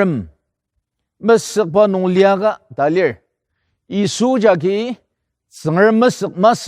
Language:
Ao Naga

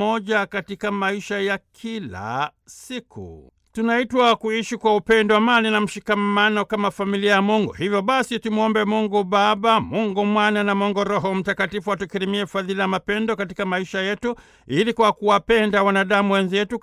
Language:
Swahili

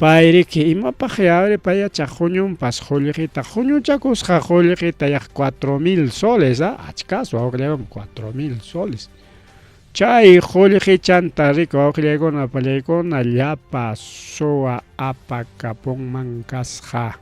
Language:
Ayacucho Quechua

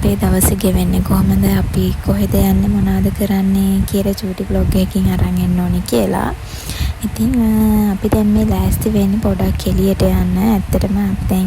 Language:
Sinhala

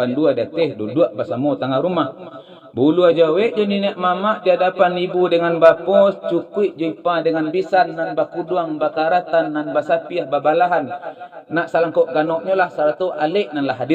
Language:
Minangkabau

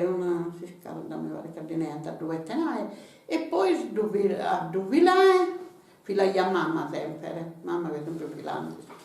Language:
Sardinian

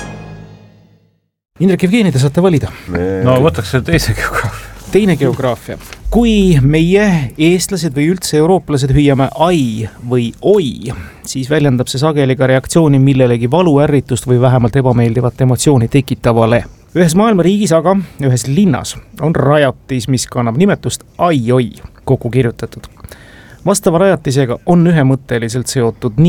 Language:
Estonian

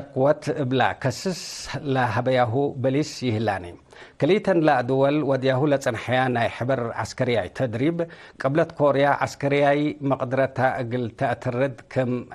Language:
Tigre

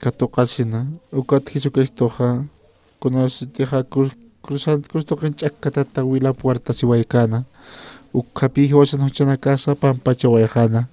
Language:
Aymara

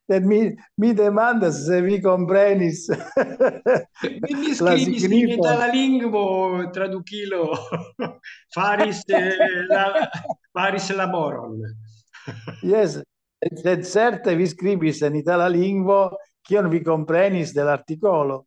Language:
Esperanto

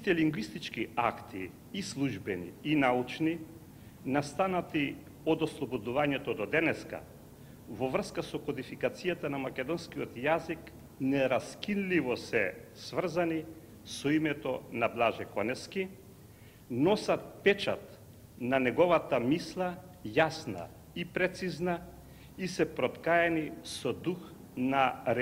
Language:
Macedonian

